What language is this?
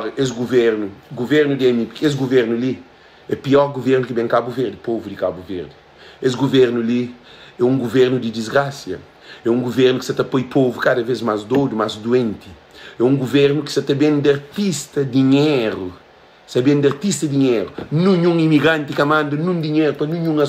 Kabuverdianu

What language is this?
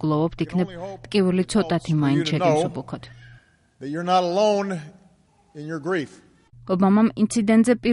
Georgian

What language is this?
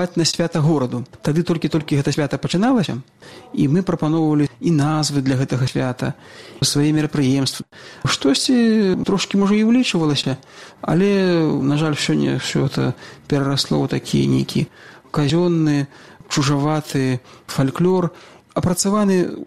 Belarusian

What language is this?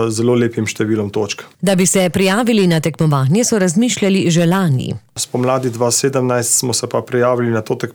Slovenian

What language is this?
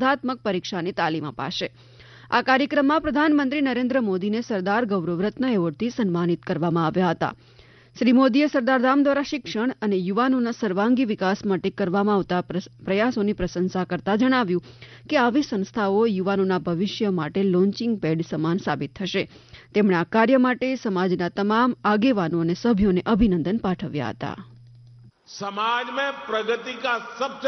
Gujarati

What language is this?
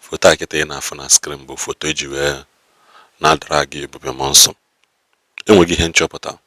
Igbo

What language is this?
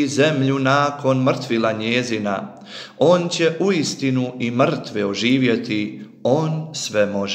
Bosnian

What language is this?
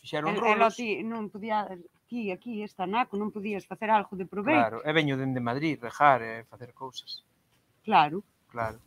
Galician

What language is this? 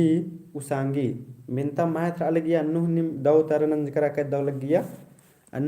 Kurukh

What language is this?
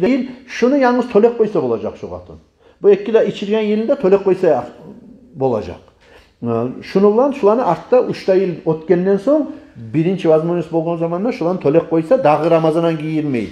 Kumyk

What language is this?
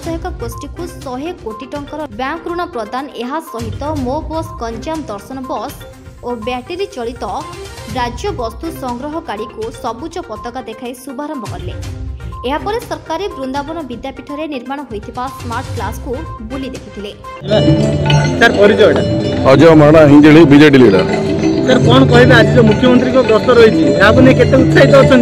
Odia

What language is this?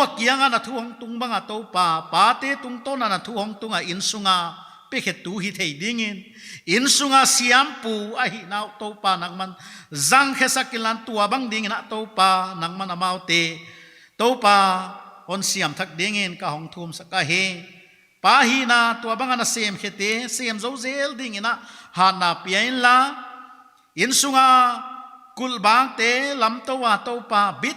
Paite Chin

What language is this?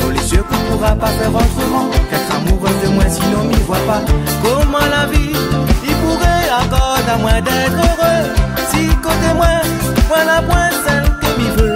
Réunion Creole French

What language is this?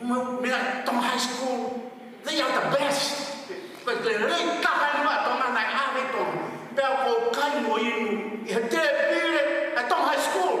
Tongan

